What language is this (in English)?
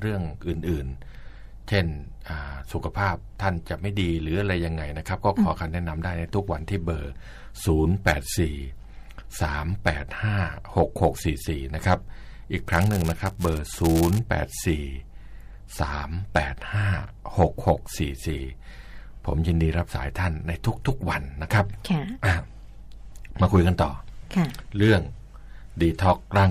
Thai